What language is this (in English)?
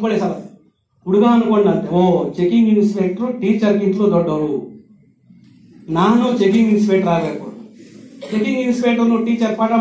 Kannada